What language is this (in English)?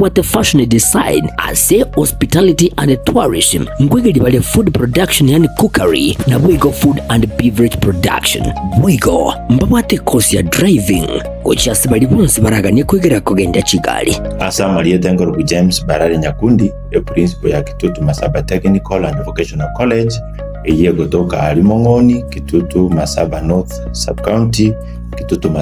Gusii